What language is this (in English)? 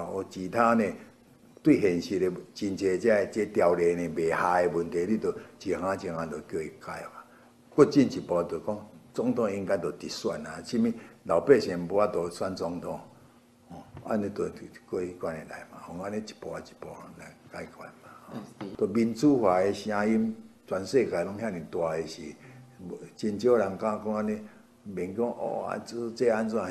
Min Nan Chinese